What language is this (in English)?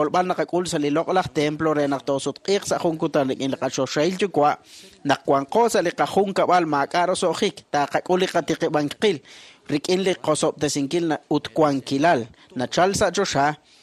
Kekchí